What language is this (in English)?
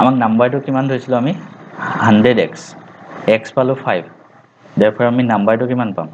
Assamese